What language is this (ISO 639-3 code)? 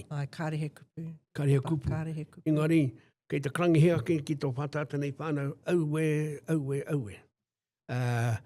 mri